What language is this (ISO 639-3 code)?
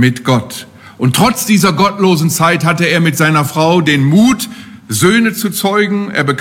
deu